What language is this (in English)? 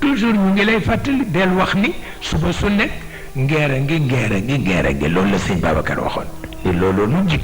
Wolof